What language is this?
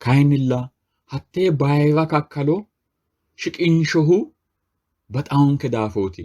Sidamo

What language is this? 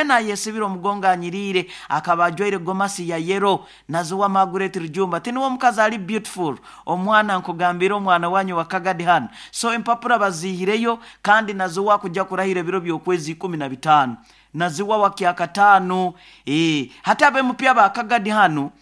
Nyoro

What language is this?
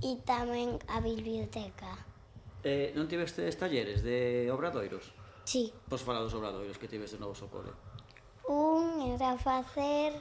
Galician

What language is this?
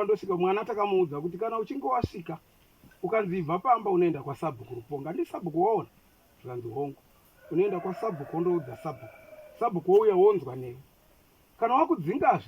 Shona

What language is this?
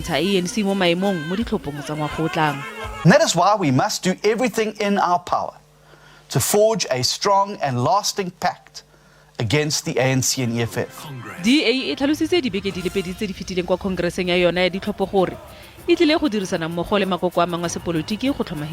Tswana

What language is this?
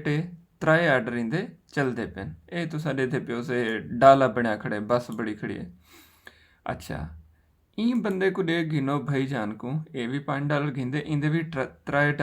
Saraiki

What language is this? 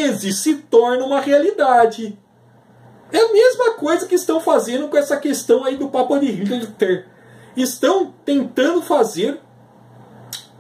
Portuguese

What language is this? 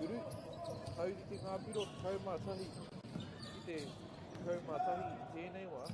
Māori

